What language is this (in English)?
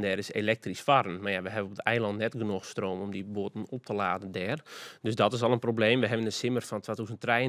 Western Frisian